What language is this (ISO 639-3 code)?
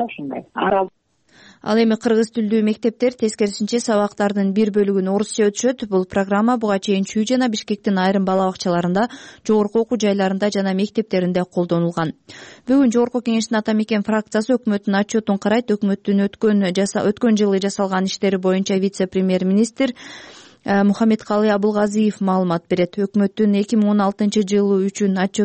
kir